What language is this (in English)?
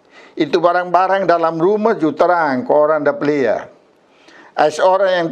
Kupang Malay